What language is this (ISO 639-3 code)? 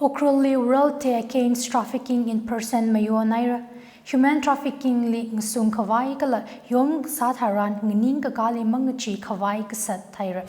nmf